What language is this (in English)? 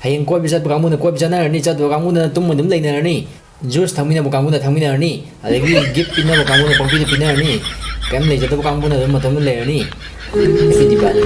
Manipuri